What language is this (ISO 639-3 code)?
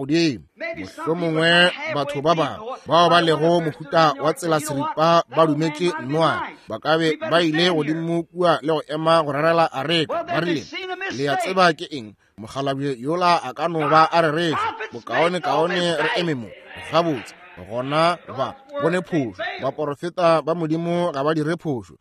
nso